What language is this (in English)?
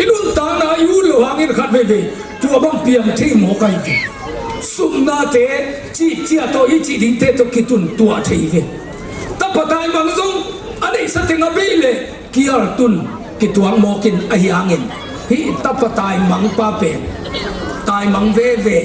Tedim Chin